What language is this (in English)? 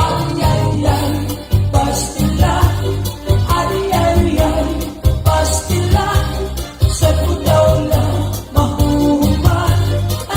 Waray